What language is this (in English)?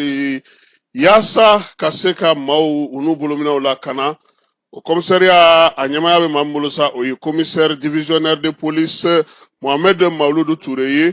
Bambara